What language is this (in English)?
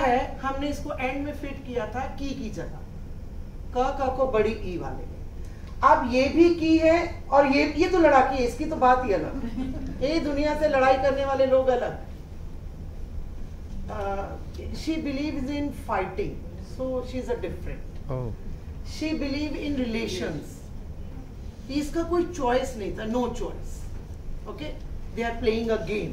Hindi